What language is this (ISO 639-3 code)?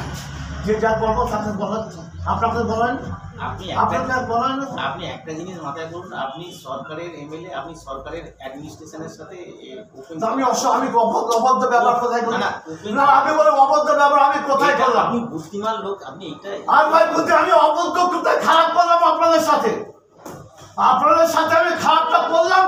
ben